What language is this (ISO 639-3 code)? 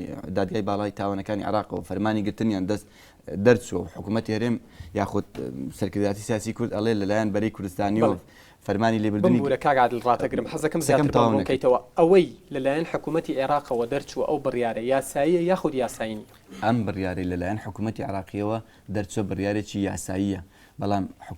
ckb